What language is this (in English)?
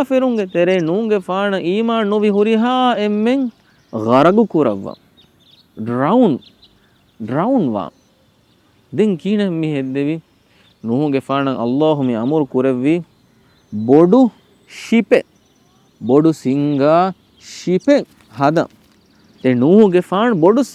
Divehi